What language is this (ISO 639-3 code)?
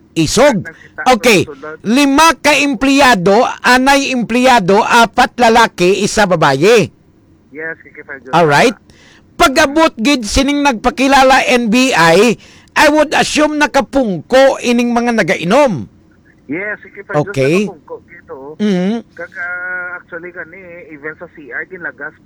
hil